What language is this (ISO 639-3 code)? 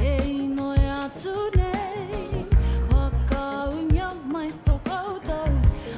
mri